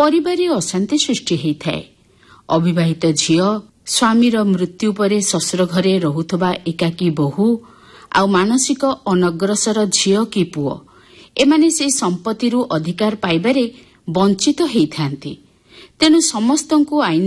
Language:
Odia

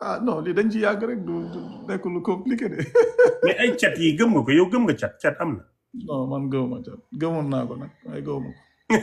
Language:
Wolof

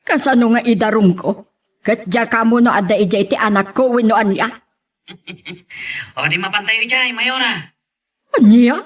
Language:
Iloko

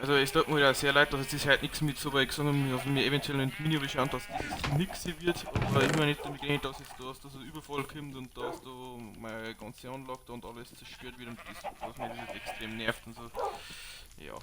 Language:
Bavarian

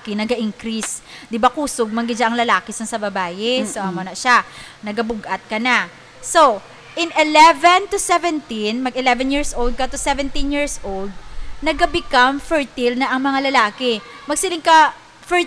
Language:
Hiligaynon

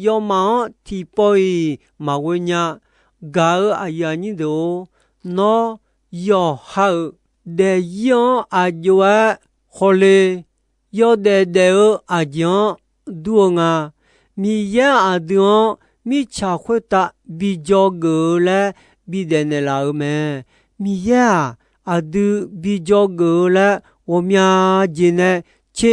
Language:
Akha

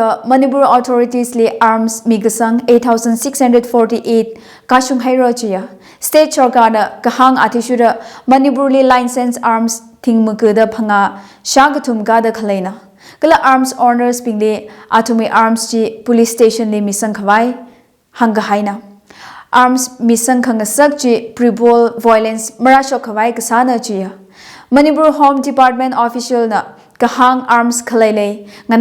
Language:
Tangkhul Naga (India)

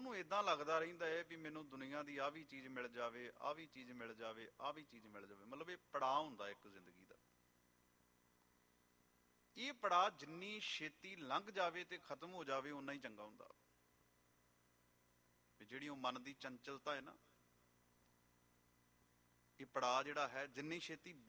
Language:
Punjabi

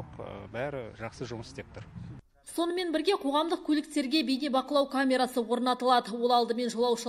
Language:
Kazakh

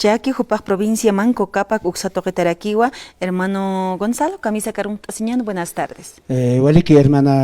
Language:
Aymara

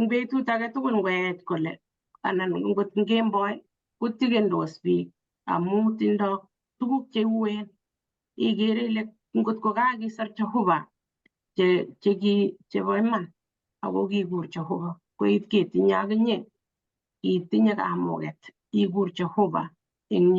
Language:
Kalenjin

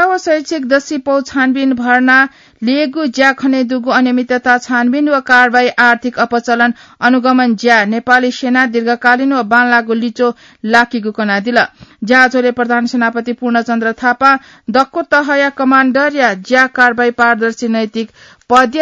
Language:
Newari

